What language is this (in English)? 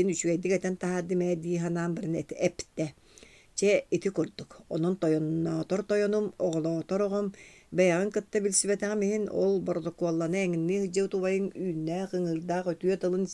Yakut